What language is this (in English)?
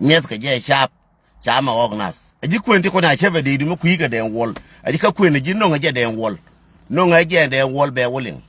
Nuer